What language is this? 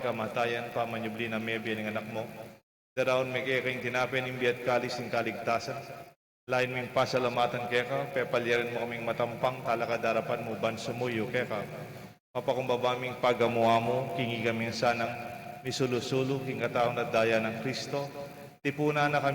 Pampanga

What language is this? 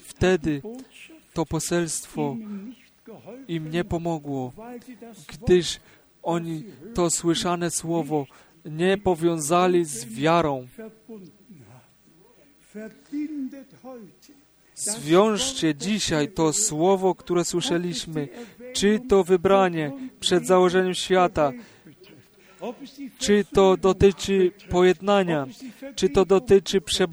Polish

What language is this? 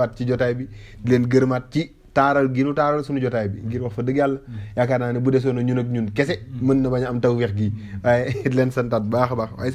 Wolof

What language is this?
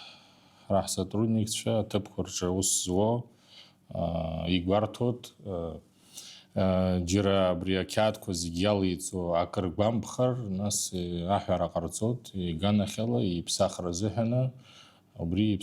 Abkhazian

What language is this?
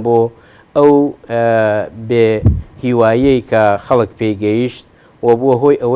Central Kurdish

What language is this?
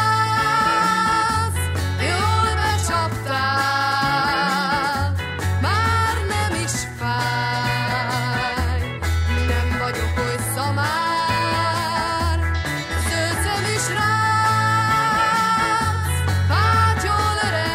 Hungarian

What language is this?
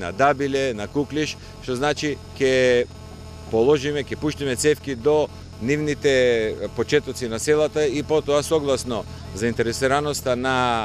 Macedonian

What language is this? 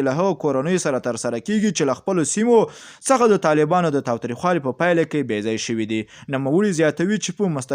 Pashto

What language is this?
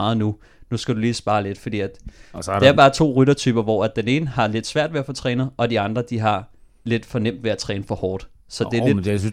Danish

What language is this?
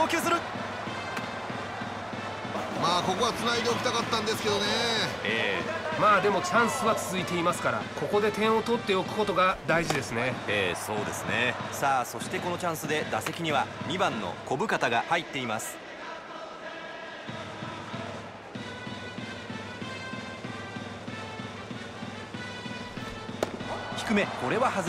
Japanese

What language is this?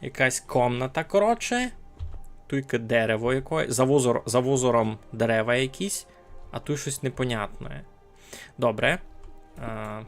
Rusyn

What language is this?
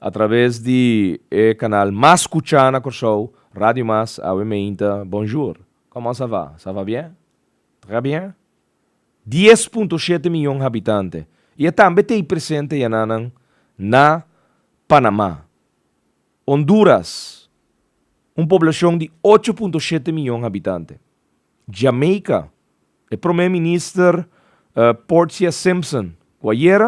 Papiamento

